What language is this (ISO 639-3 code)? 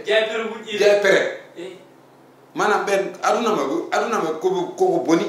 ful